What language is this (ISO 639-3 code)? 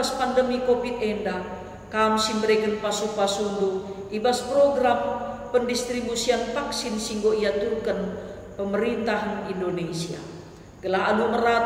btx